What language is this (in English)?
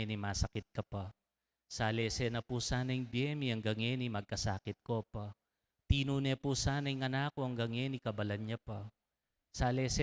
Pampanga